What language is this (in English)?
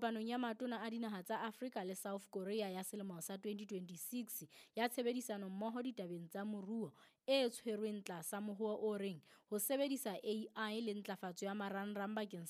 Southern Sotho